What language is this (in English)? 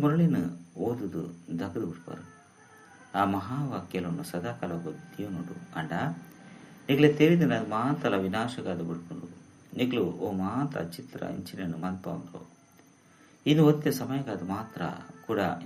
Tulu